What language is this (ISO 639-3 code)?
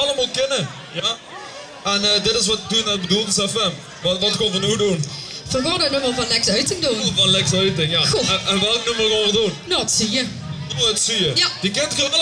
lim